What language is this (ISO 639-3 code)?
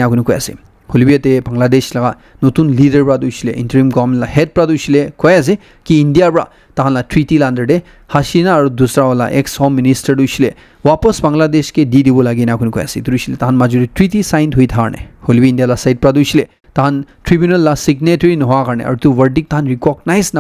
nag